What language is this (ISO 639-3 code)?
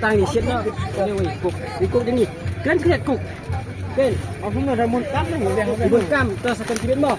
kha